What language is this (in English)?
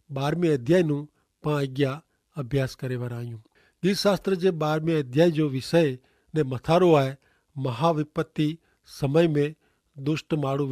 Kachhi